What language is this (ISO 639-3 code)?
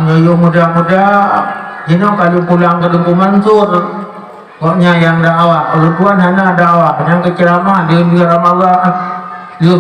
ace